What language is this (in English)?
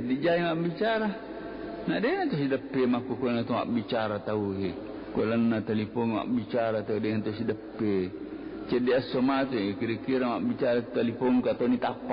Buginese